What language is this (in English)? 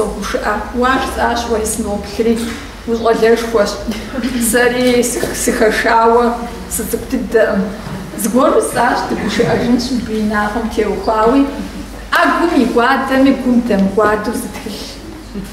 Kabardian